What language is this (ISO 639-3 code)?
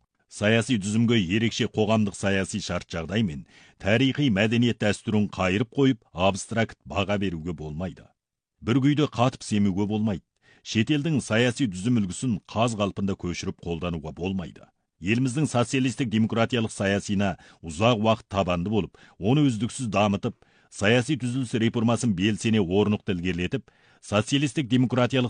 kaz